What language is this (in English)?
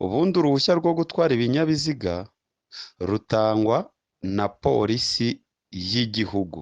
Kinyarwanda